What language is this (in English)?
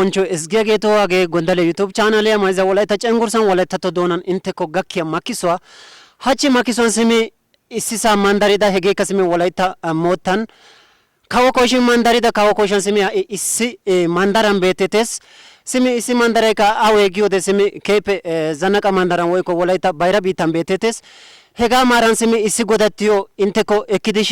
Wolaytta